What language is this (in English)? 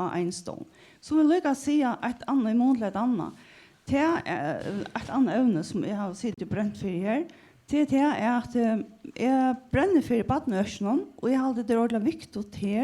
Faroese